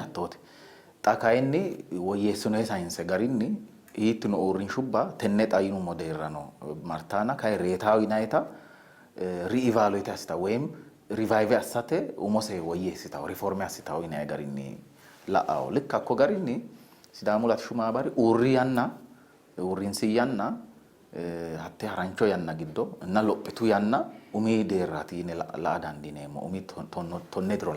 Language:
Sidamo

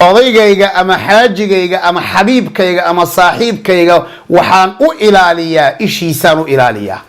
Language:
Somali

